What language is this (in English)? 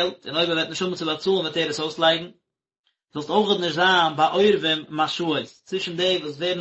Yiddish